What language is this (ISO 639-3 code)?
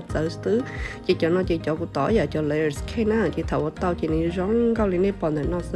hmn